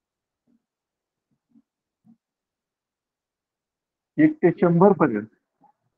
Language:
Marathi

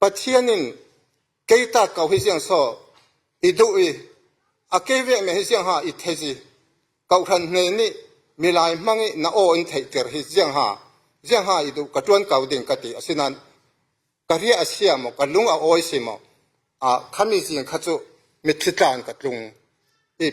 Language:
Falam Chin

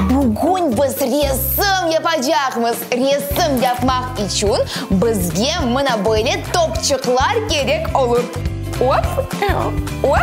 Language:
Crimean Tatar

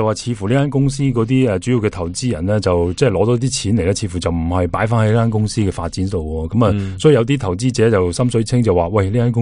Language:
Cantonese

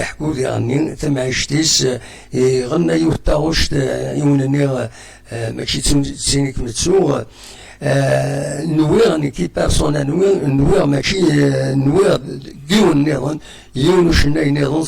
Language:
Kabyle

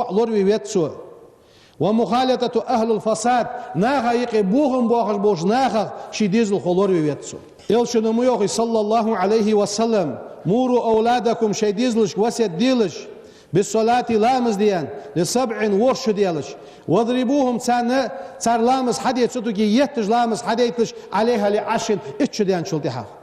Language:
Ingush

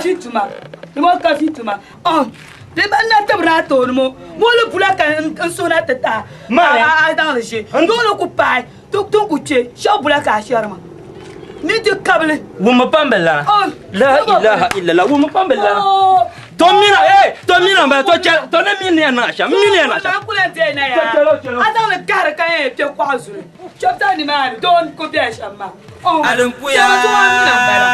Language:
Dagbani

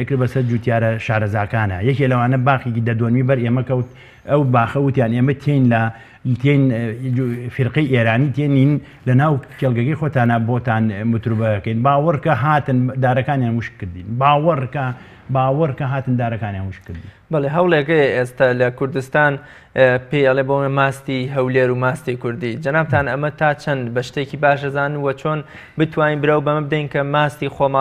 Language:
Central Kurdish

